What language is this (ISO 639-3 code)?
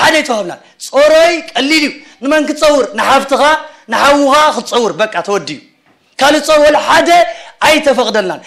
tir